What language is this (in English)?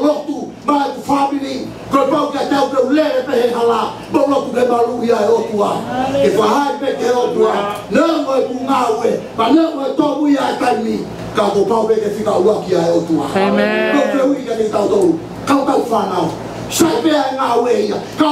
Tongan